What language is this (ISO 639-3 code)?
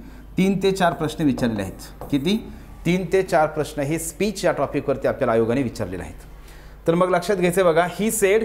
mar